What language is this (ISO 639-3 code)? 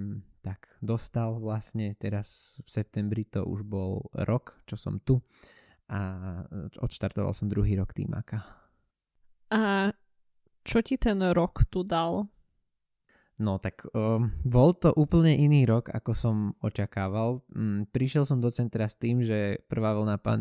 slk